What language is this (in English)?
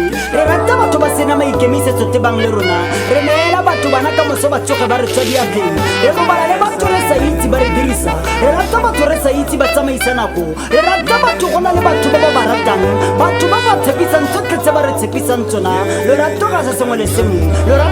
Tswana